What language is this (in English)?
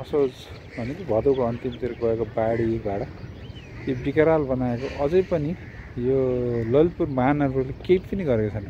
Nepali